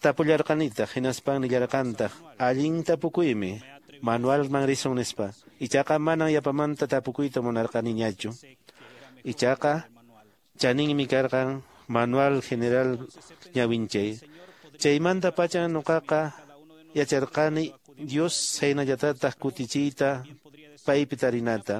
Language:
Quechua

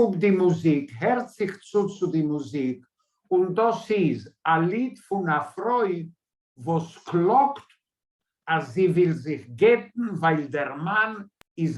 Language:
Yiddish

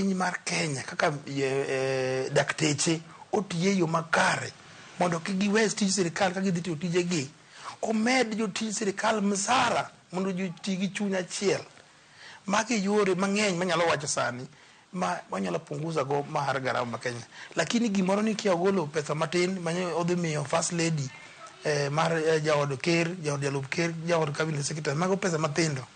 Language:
Luo (Kenya and Tanzania)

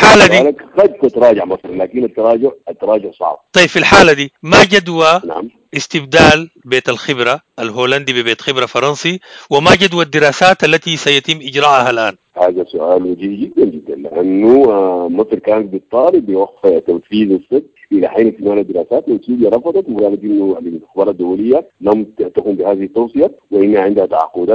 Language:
Sudanese Arabic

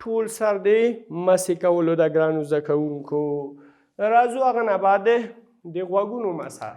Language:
Pashto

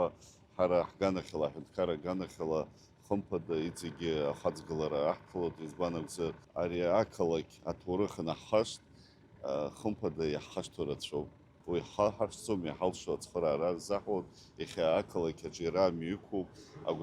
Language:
Abkhazian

